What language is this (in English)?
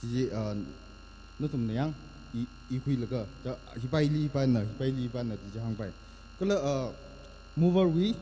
Tangkhul Naga (India)